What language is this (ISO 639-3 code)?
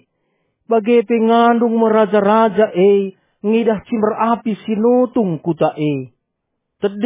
btx